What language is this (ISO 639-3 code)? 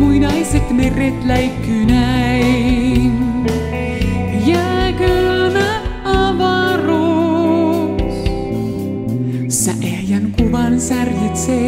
fin